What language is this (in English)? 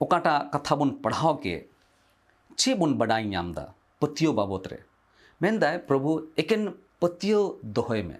Santali